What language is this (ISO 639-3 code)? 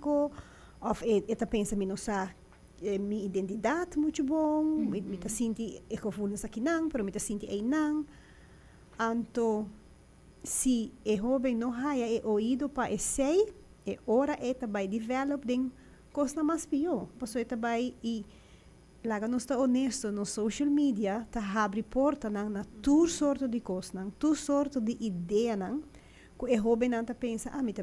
pap